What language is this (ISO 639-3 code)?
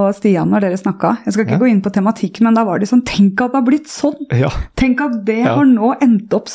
nor